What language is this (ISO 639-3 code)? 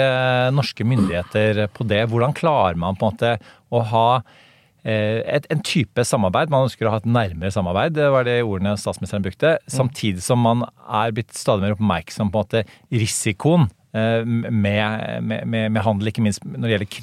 nor